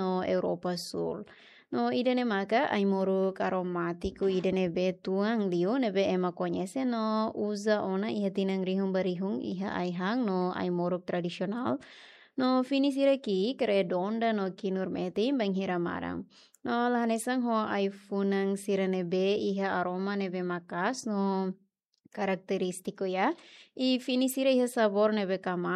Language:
Tetum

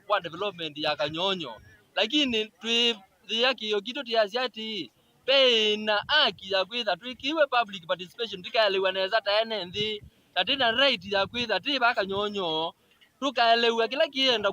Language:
Kamba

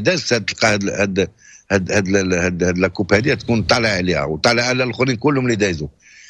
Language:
Moroccan Arabic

